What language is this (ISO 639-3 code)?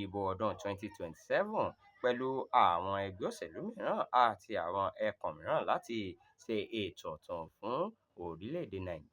yor